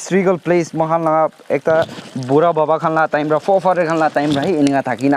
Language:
Naga Pidgin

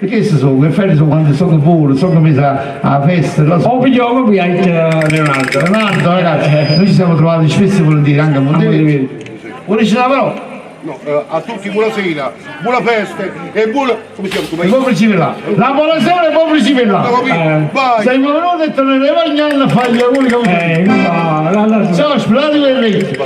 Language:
Neapolitan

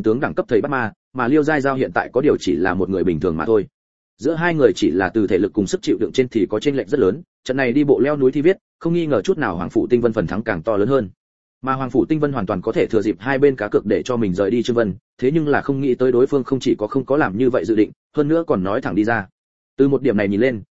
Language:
Vietnamese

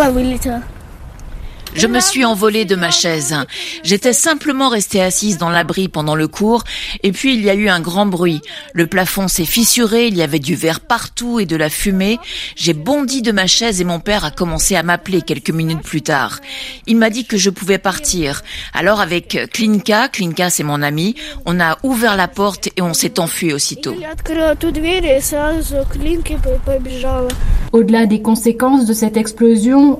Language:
French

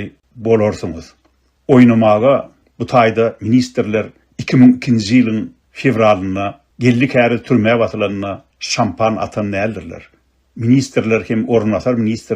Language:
Turkmen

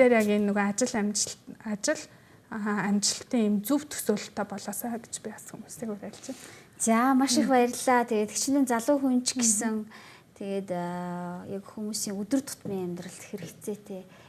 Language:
Mongolian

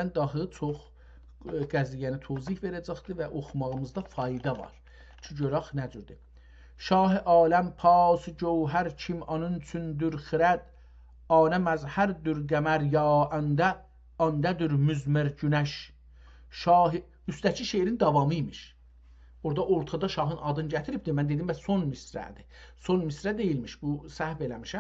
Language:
South Azerbaijani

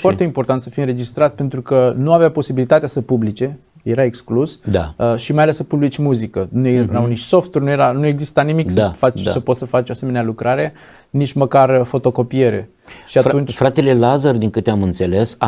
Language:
Romanian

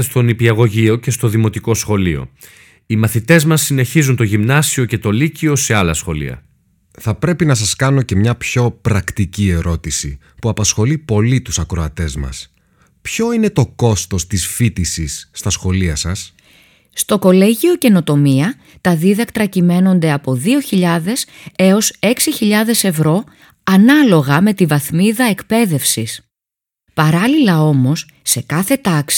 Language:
Greek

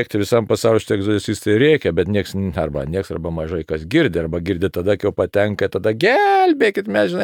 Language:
Lithuanian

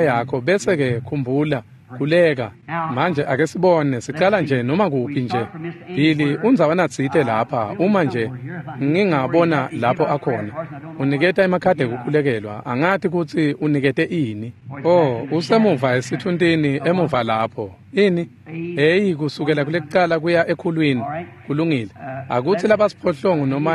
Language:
Swati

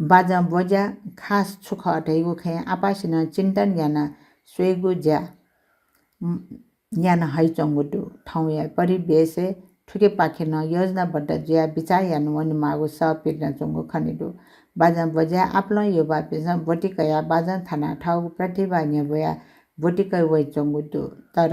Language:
Newari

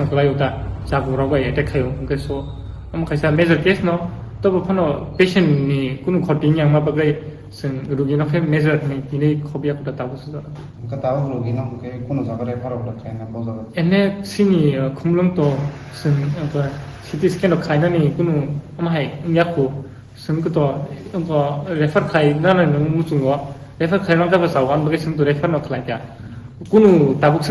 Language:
Kok Borok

